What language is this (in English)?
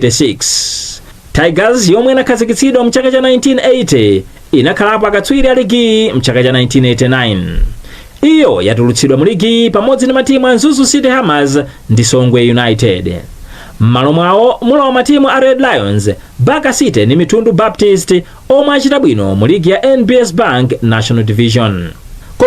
Nyanja